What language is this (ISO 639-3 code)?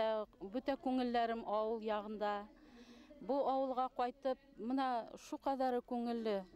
bak